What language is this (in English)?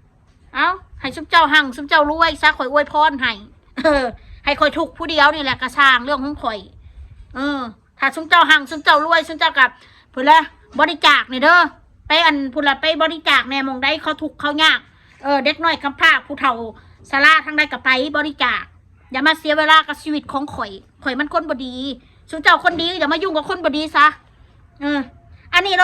Northeastern Thai